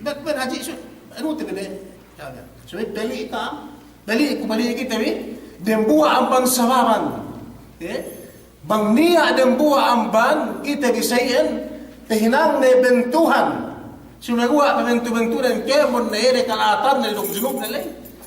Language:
Yakan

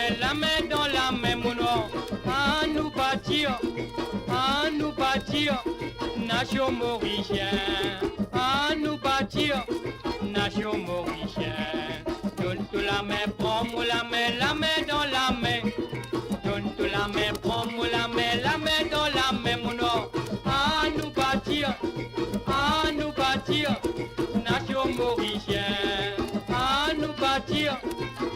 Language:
Morisyen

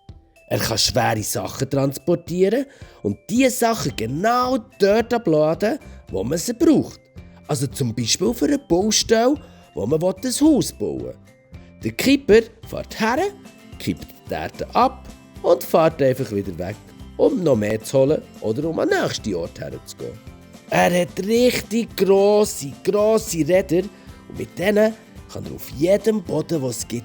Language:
Swiss German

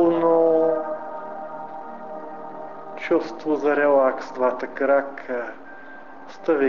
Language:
Bulgarian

